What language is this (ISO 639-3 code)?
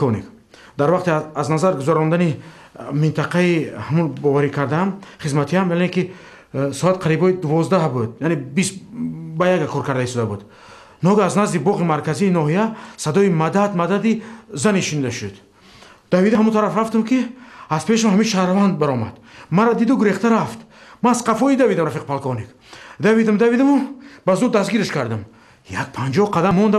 tgk